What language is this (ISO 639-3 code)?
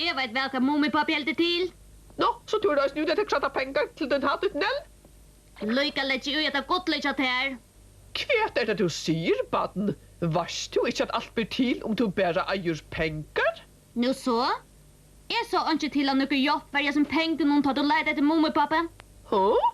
fao